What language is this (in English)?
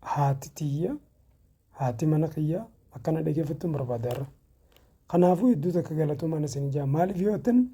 Oromo